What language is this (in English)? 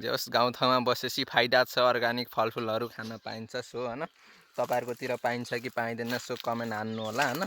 Nepali